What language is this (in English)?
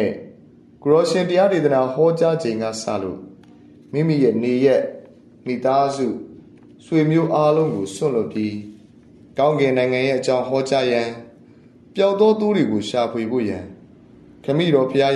Burmese